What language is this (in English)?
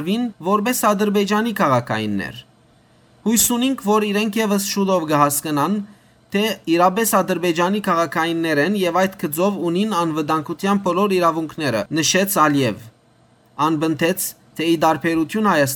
Western Armenian